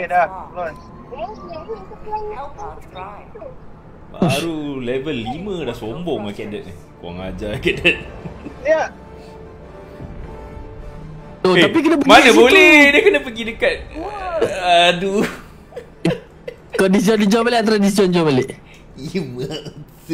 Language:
Malay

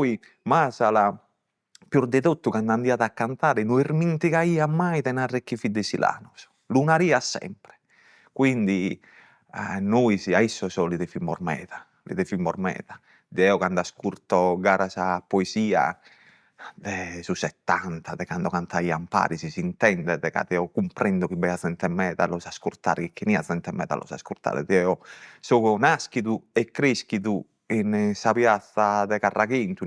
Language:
Sardinian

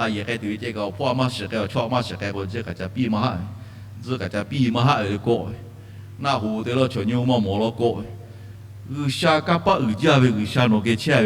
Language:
Lahu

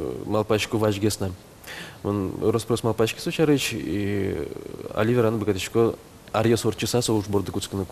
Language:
Udmurt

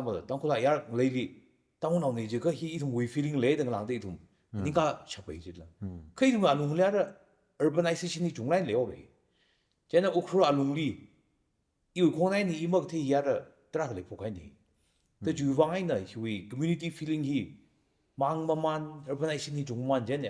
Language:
Tangkhul Naga (India)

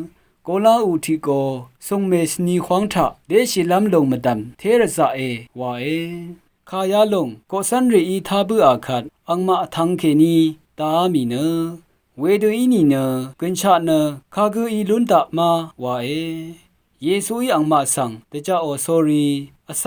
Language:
Rawang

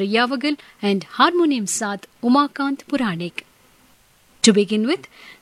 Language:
Kannada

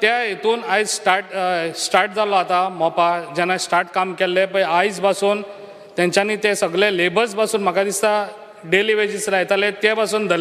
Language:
Konkani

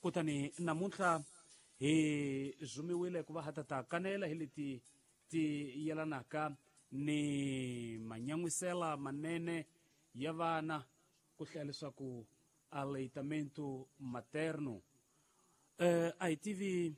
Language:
Tsonga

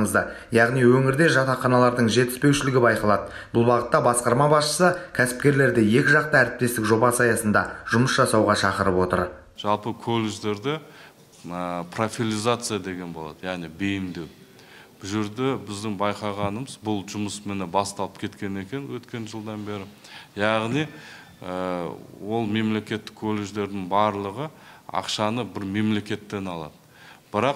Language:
Kazakh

